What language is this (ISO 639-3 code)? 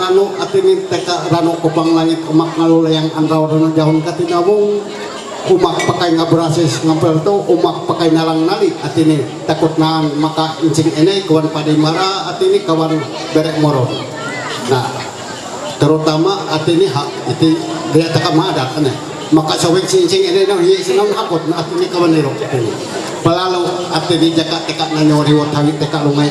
mhy